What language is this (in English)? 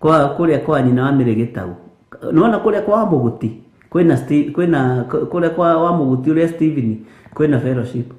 Kikuyu